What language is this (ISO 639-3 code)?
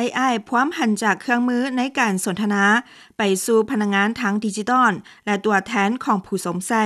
lao